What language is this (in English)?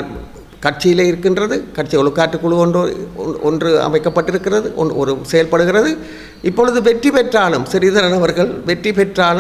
Tamil